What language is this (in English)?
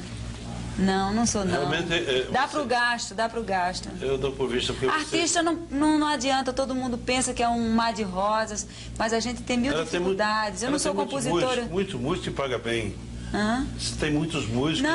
Portuguese